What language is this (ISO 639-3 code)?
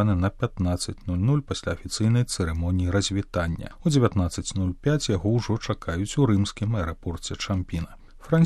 bel